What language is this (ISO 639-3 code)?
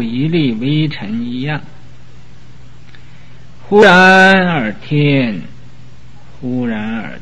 zho